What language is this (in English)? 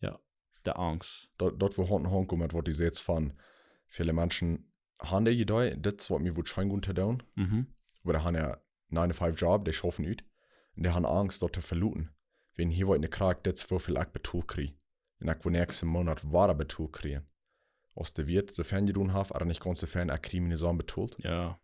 Plautdietsch